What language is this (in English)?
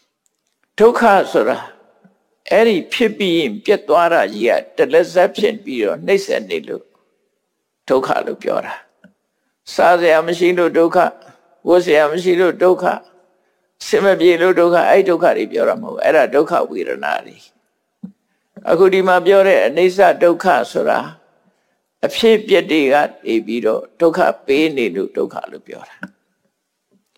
Burmese